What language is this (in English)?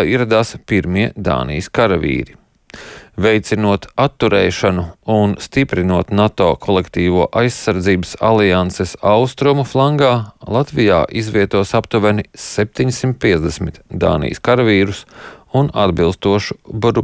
Latvian